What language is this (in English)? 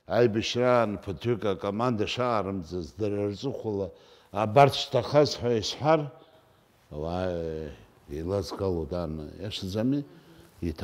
Abkhazian